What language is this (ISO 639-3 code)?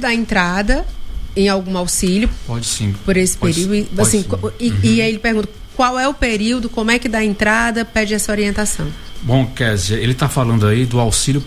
por